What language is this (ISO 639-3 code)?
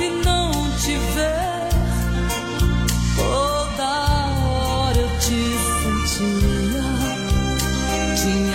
por